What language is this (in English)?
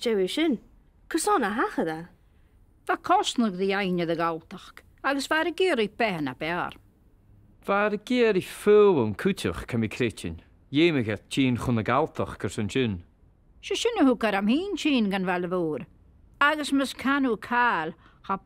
Scottish Gaelic